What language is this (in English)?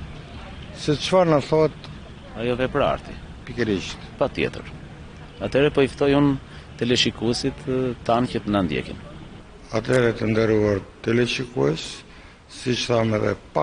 Albanian